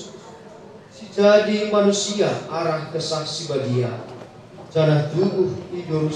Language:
Batak Karo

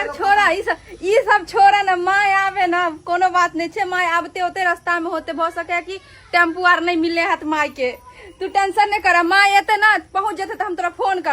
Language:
Maithili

